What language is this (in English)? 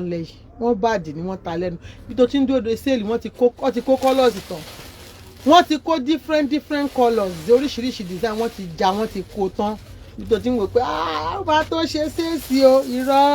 Yoruba